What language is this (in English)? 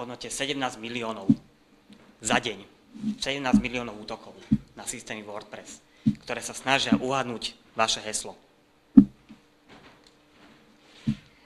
Slovak